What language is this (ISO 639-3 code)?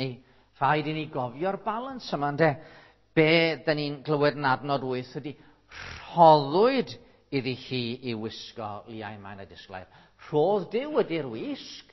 cym